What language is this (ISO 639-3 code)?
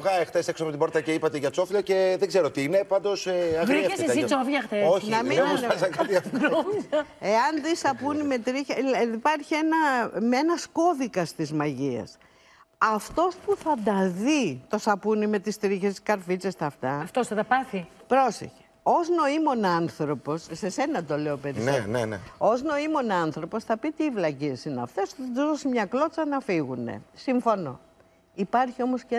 ell